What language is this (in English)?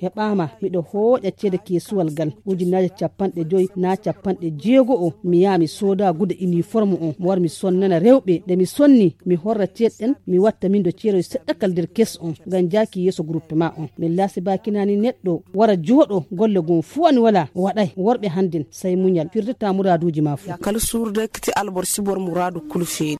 Fula